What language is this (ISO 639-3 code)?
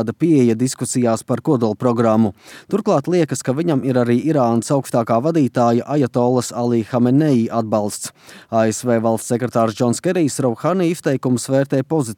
lav